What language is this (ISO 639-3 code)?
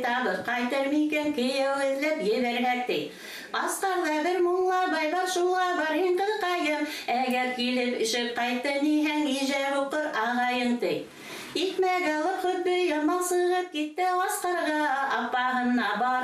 bak